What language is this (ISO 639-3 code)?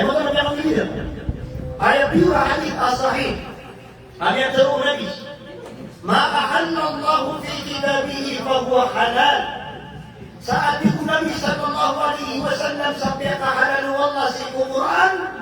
mrw